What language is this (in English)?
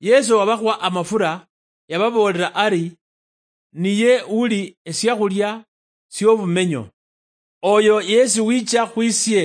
Luyia